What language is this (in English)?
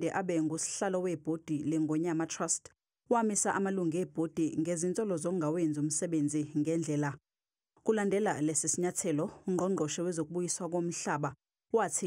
Zulu